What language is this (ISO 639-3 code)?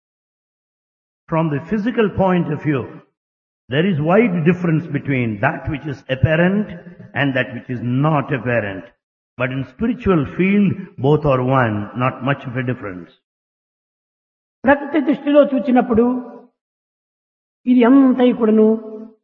tel